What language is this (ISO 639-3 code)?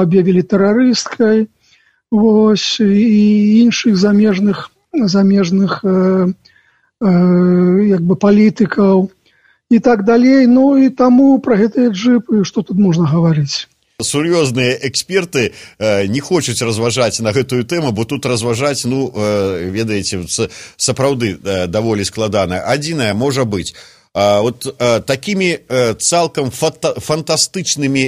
bel